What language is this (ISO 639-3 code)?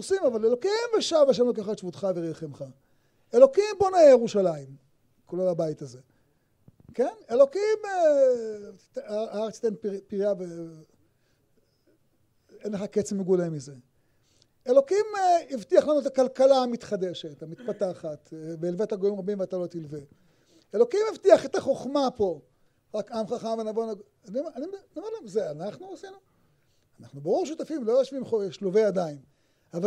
heb